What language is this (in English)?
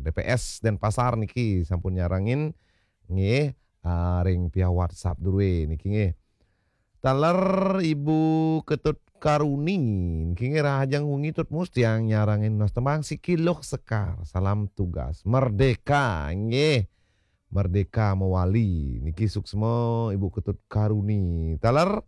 Balinese